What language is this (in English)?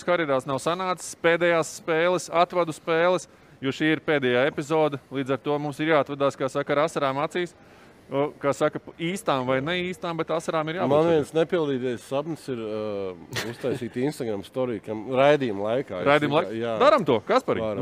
Latvian